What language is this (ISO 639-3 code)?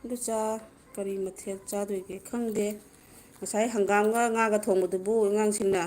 mni